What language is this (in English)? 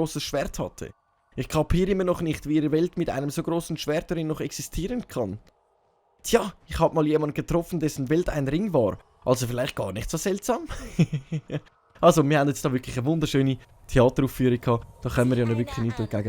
Swiss German